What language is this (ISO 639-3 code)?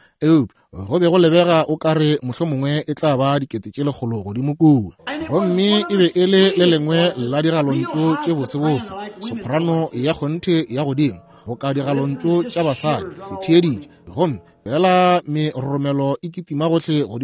nso